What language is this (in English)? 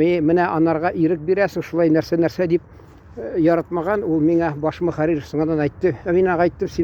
Tatar